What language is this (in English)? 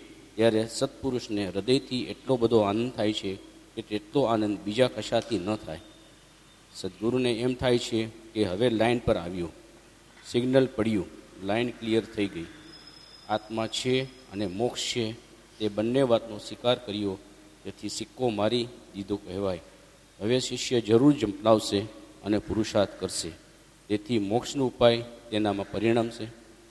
Gujarati